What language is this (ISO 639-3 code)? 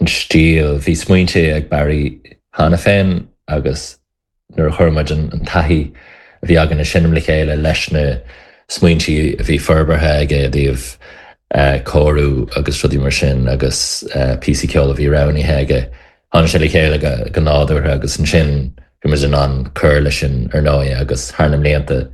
gle